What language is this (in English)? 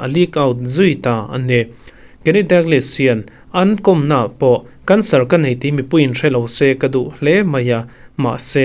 Mizo